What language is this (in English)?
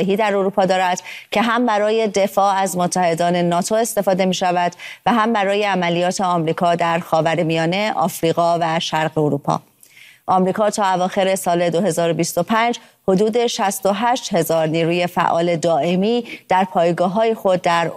Persian